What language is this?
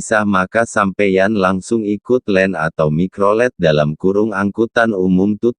Madurese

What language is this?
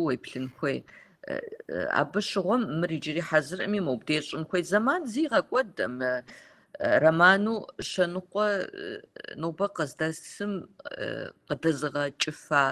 Kabardian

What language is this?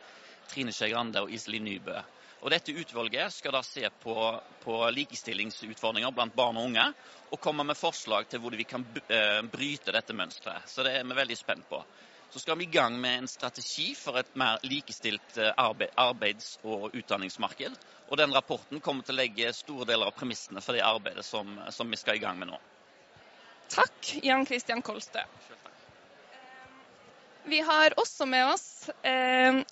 Norwegian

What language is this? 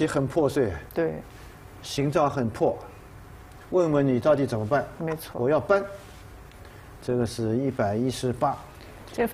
Chinese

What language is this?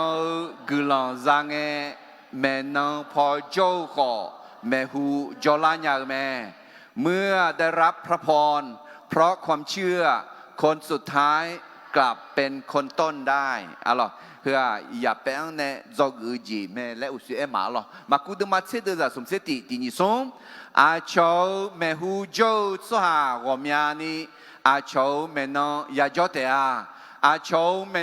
Akha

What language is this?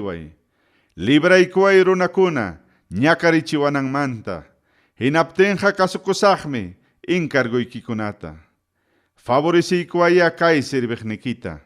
Ayacucho Quechua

